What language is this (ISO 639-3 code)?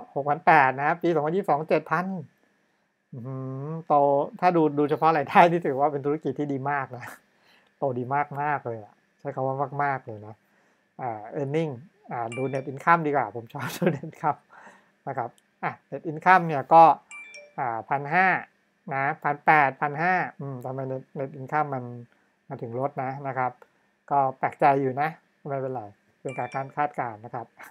tha